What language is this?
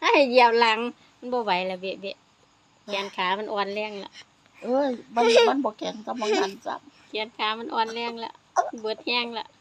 Lao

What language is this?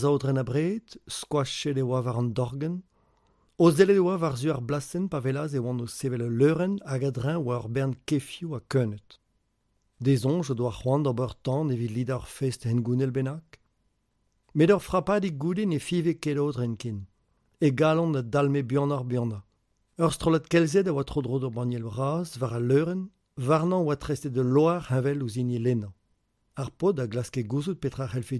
Breton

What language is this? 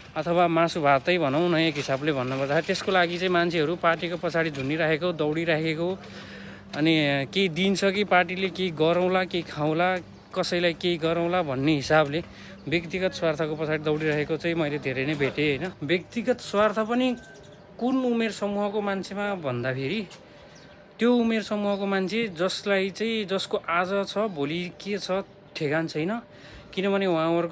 Nepali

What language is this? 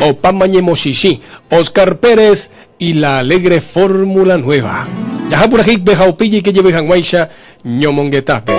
Guarani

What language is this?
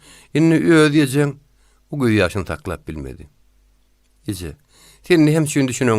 Turkmen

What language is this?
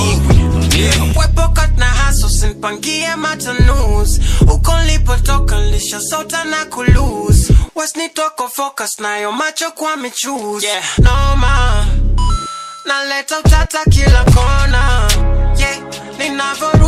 Swahili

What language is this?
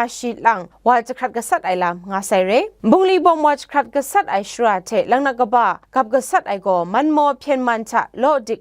Kachin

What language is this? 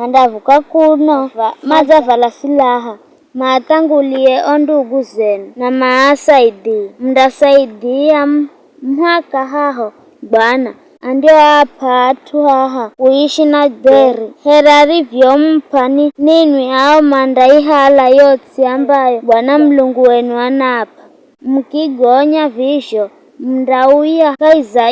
Giryama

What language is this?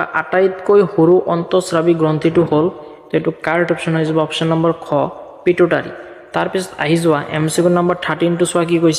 Assamese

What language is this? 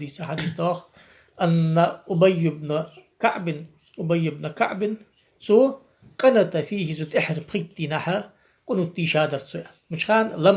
Ingush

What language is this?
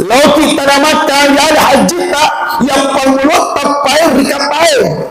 Buginese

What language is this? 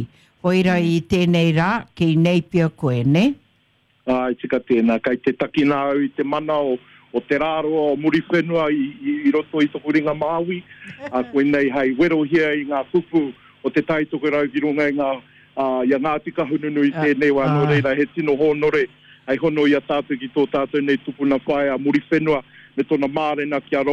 Māori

